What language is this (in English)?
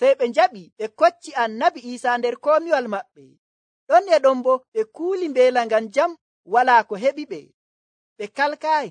Nigerian Fulfulde